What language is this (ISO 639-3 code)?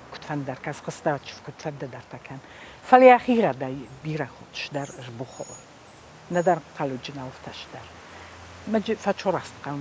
oss